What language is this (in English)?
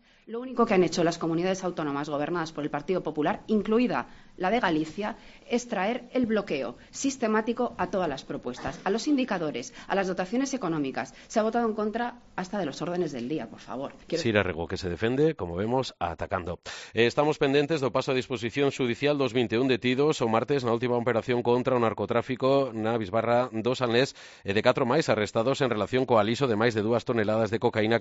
Galician